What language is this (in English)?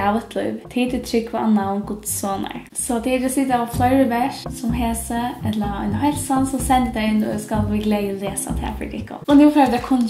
Faroese